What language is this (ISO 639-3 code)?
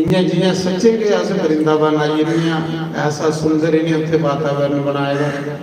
doi